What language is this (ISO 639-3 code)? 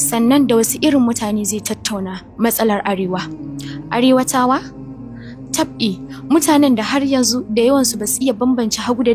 hau